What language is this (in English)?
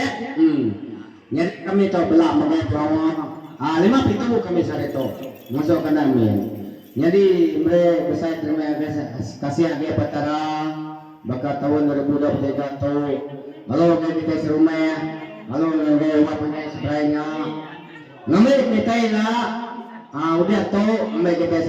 Iban